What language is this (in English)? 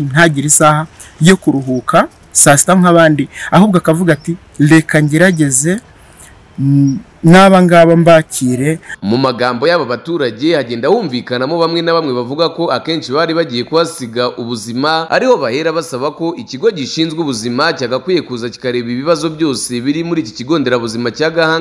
Kinyarwanda